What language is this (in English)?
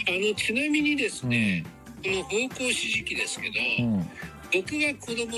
Japanese